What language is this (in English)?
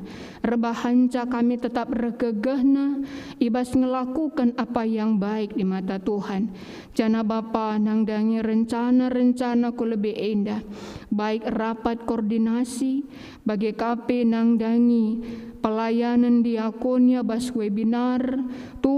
Batak Karo